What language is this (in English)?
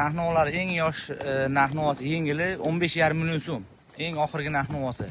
Uzbek